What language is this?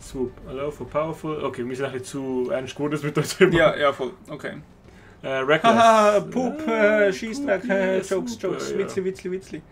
Swiss German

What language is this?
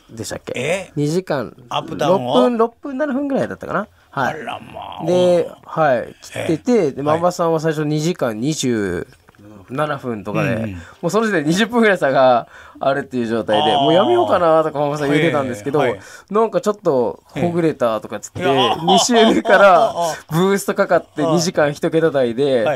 Japanese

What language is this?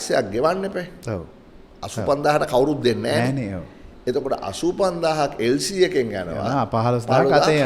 Sinhala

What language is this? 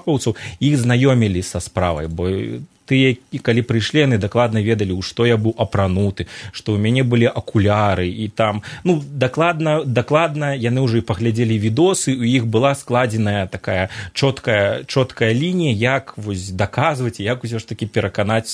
Belarusian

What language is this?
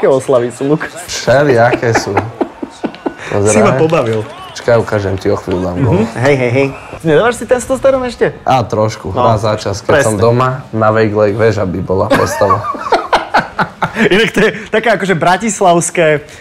Slovak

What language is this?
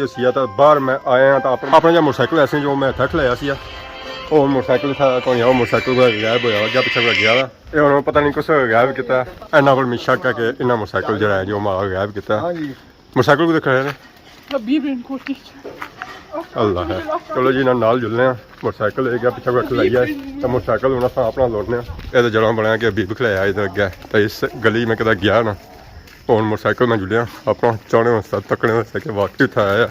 Pahari-Potwari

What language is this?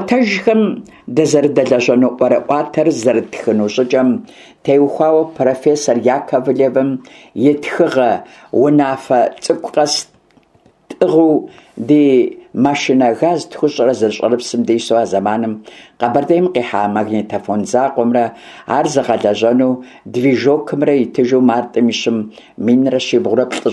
Kabardian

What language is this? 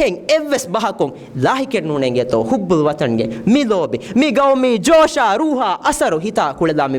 Divehi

